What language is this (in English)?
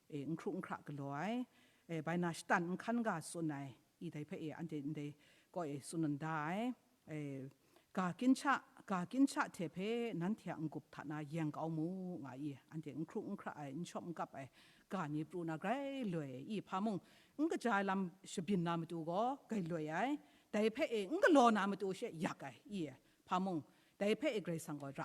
Kachin